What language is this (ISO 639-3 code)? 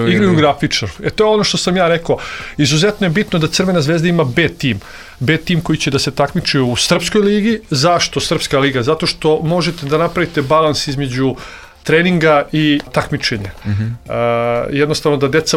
srp